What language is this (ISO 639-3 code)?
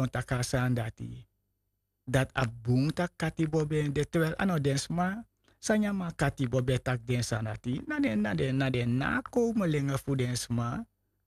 srn